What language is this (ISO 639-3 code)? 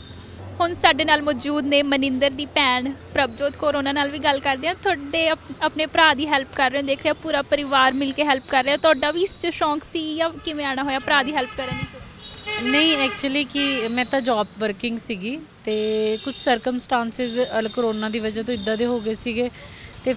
pan